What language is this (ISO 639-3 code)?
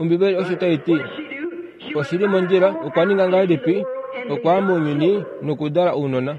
kua